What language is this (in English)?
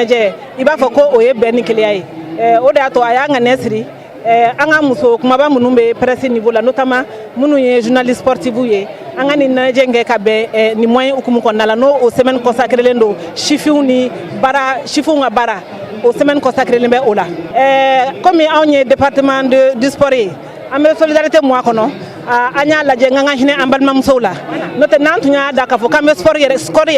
Bambara